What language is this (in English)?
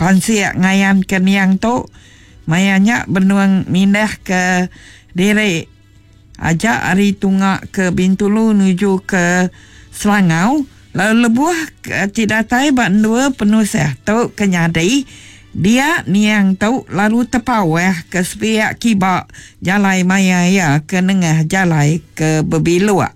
Iban